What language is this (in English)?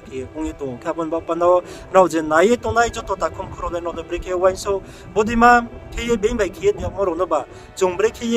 Riang (India)